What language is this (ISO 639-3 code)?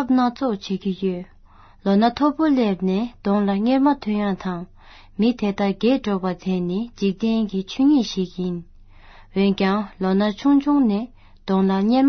bod